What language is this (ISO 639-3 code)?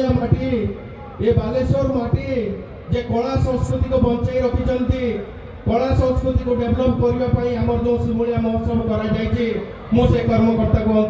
ori